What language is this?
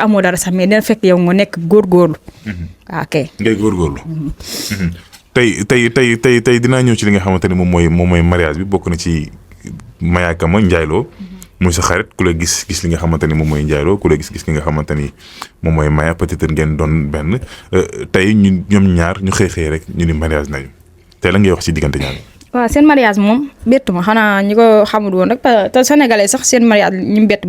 Wolof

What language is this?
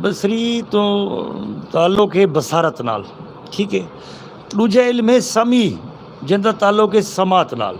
Saraiki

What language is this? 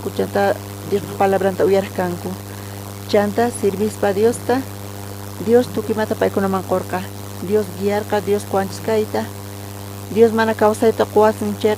South Bolivian Quechua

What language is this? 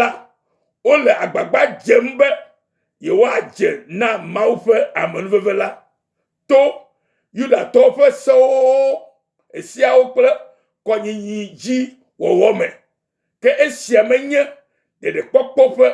Ewe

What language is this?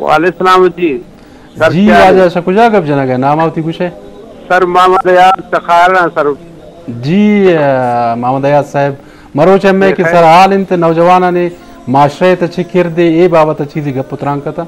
Eastern Balochi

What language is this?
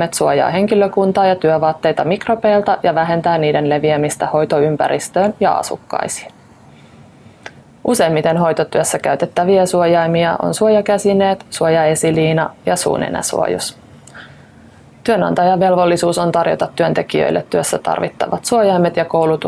Finnish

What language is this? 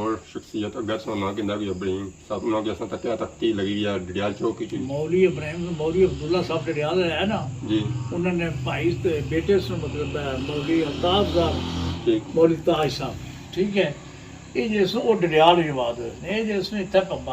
Pahari-Potwari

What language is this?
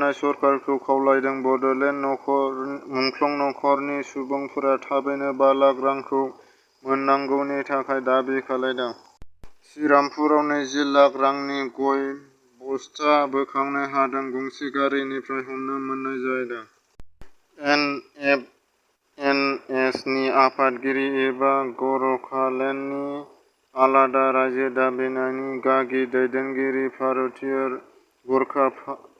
Bodo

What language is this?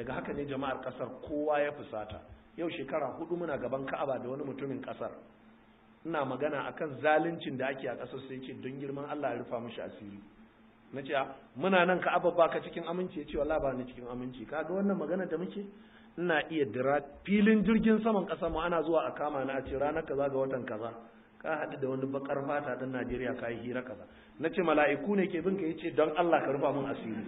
Hausa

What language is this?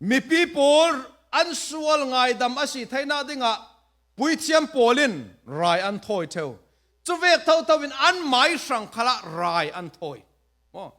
Falam Chin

